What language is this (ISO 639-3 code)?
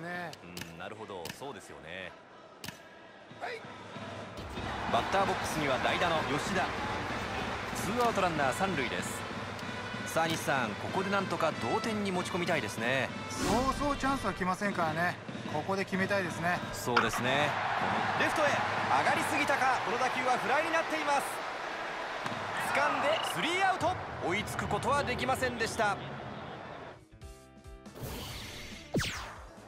jpn